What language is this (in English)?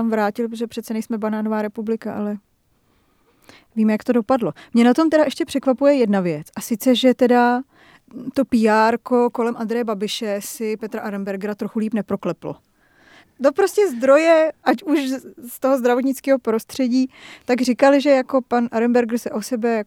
Czech